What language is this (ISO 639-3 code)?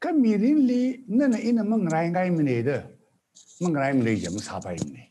nmf